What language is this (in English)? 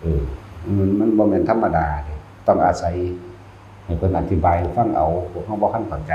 Northeastern Thai